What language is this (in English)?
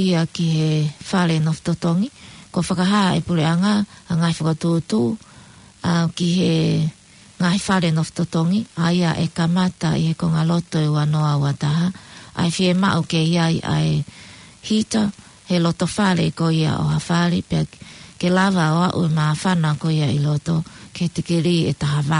Tongan